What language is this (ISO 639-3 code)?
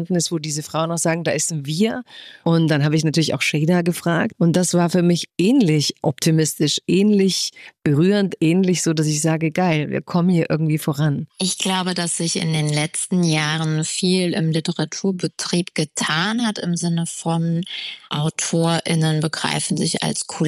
deu